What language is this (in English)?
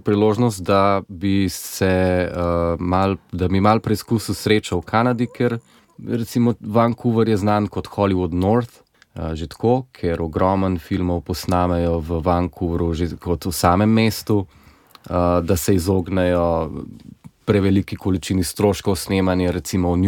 Slovenian